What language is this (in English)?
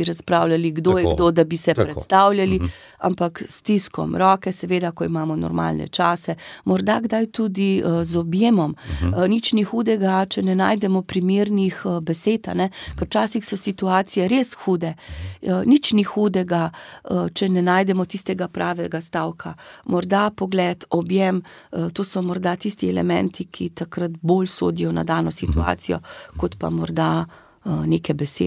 Slovenian